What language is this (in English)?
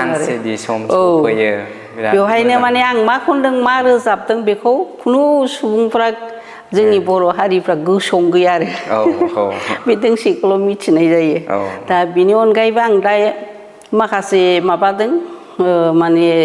Bodo